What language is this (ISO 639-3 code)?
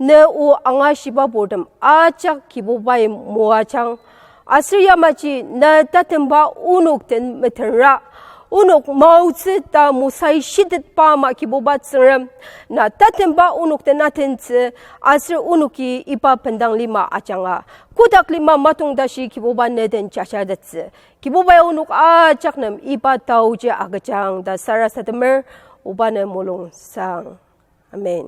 njo